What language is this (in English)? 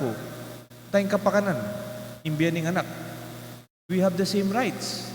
Pampanga